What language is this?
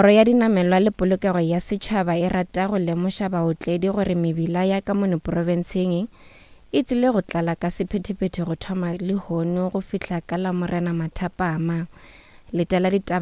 Northern Sotho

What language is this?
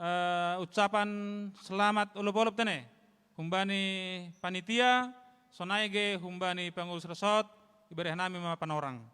Batak Simalungun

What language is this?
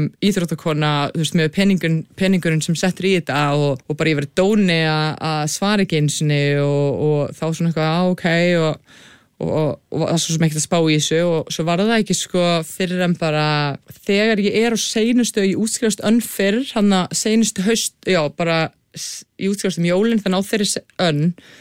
Icelandic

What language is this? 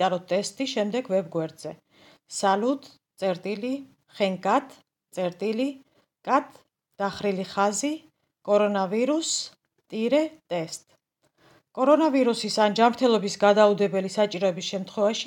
Georgian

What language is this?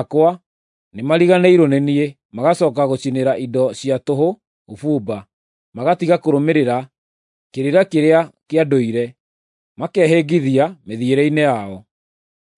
Kikuyu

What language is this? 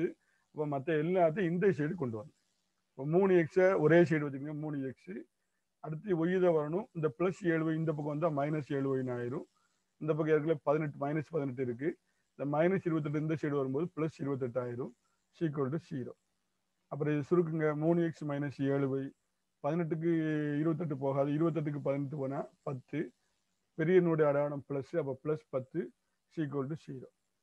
Tamil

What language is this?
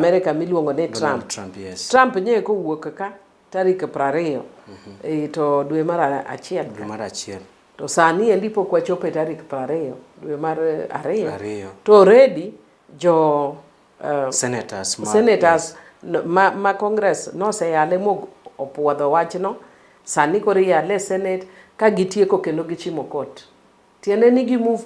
Luo (Kenya and Tanzania)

